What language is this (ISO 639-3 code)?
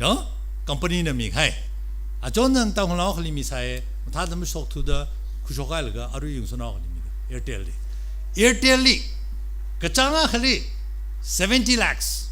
nmf